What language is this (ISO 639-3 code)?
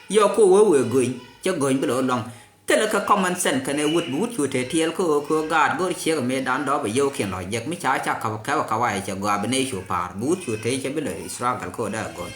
nus